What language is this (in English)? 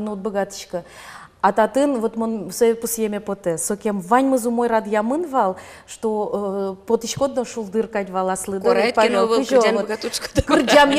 Udmurt